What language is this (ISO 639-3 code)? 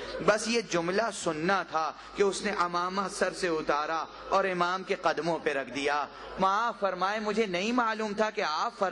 urd